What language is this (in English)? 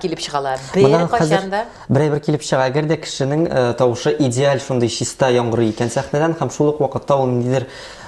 Tatar